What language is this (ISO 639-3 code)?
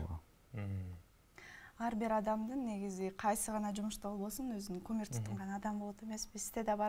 kir